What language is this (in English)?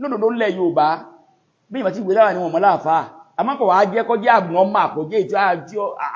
Yoruba